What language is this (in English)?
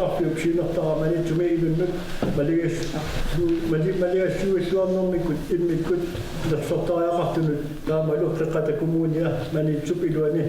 Kalaallisut